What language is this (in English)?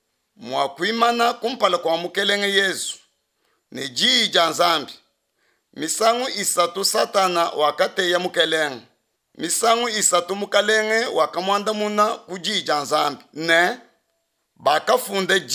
Luba-Lulua